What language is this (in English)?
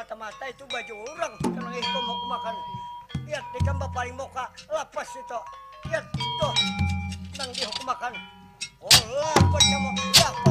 Banjar